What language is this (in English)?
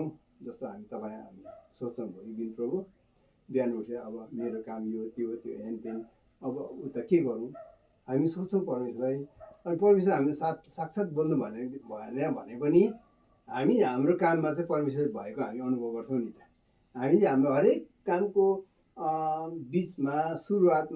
Nepali